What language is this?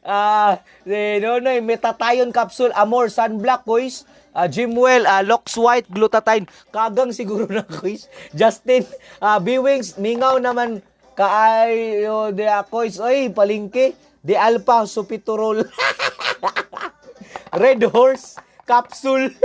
Cebuano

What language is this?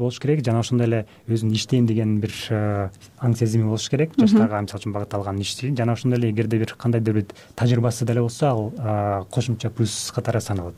Kyrgyz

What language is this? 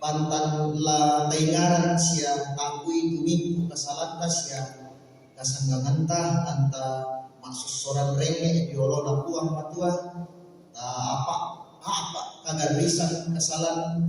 Toraja-Sa'dan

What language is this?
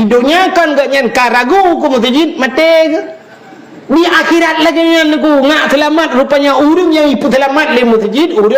Achinese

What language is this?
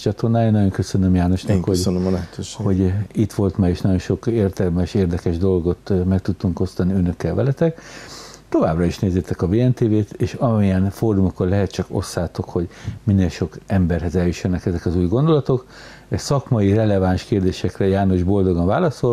Hungarian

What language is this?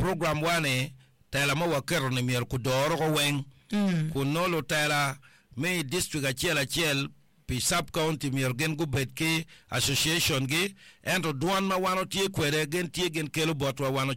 Acoli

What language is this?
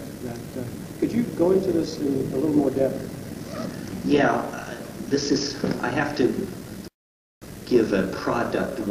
English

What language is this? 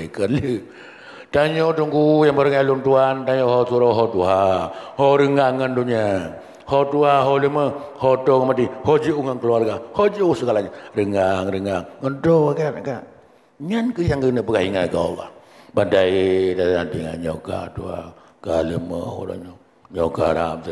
Achinese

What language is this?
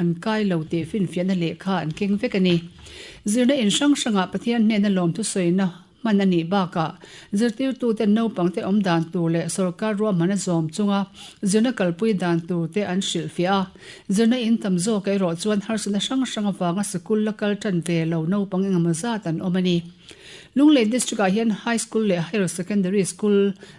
Mizo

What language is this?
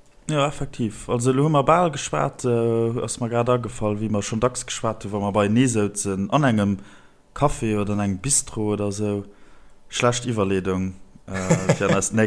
Luxembourgish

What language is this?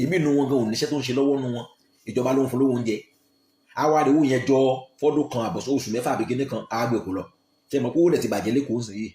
Yoruba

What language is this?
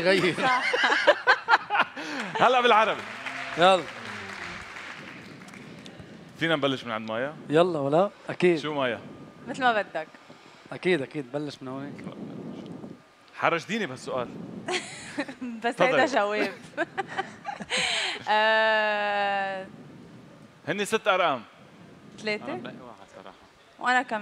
North Levantine Arabic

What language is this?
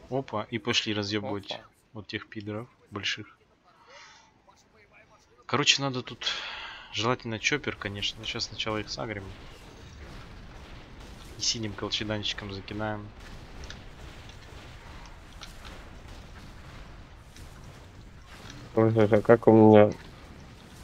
Russian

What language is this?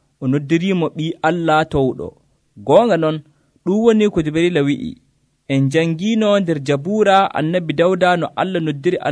Nigerian Fulfulde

